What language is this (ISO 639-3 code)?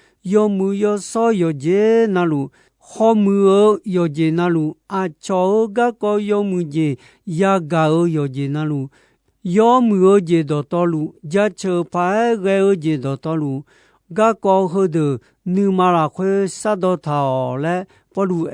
ahk